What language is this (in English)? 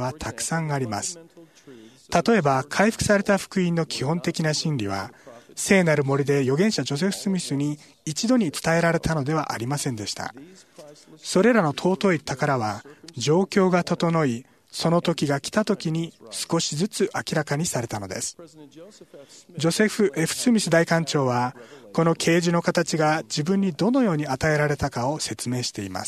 Japanese